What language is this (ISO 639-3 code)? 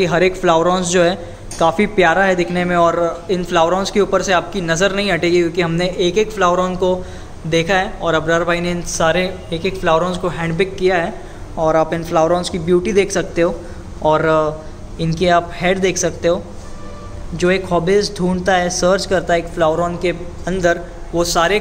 hin